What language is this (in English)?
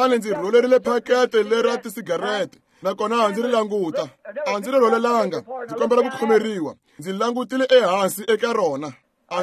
Tsonga